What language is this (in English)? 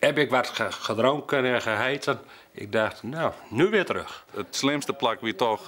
Western Frisian